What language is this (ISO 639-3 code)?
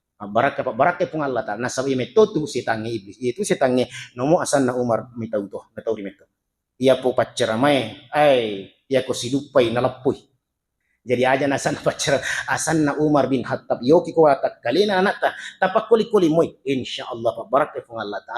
bug